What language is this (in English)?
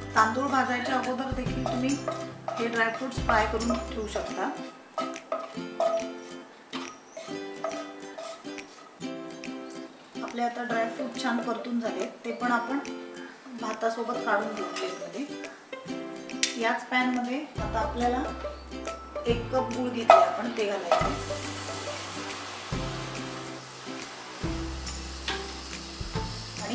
Marathi